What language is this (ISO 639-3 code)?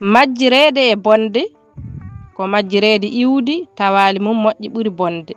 ful